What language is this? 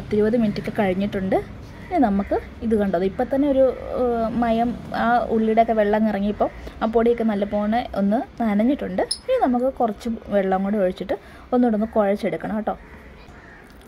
Malayalam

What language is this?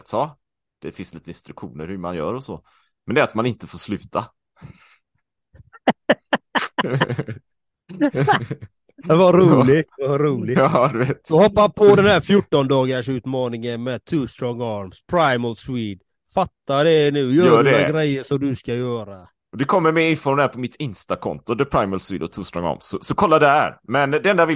Swedish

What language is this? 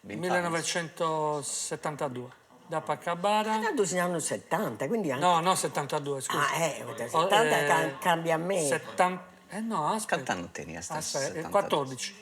Sardinian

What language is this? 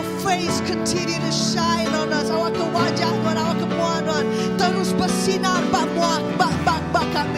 Iban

